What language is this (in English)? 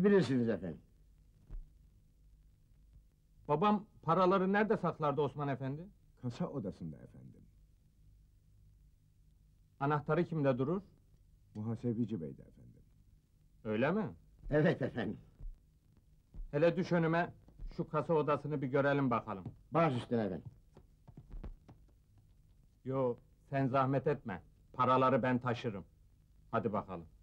Turkish